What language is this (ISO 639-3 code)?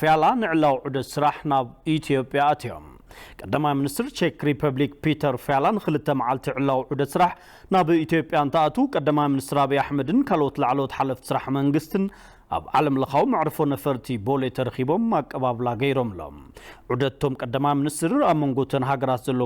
tir